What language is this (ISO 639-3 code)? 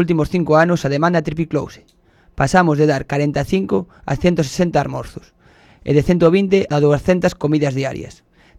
glg